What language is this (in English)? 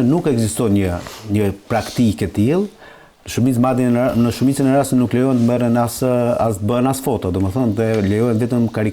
Albanian